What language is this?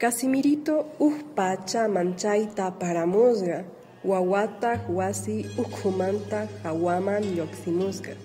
Quechua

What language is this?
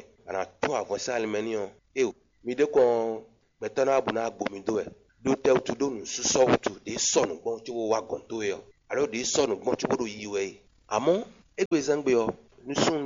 Fon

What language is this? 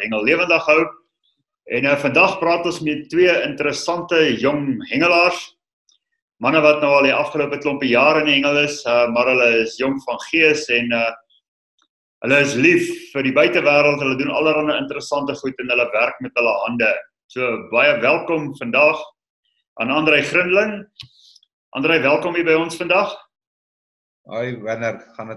Afrikaans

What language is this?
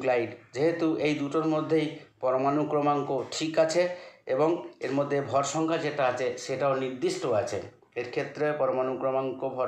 Bangla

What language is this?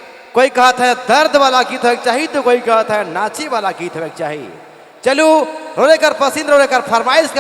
Sadri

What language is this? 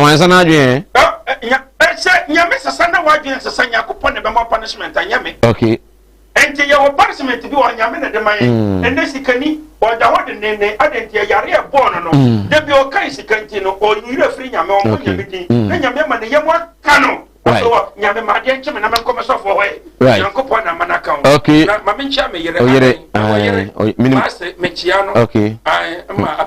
Akan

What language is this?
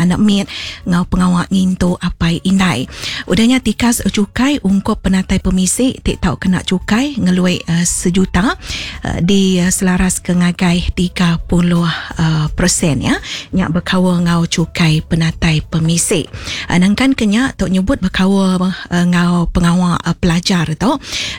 Iban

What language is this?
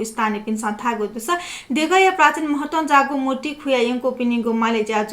Newari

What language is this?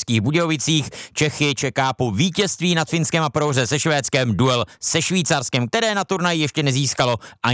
Czech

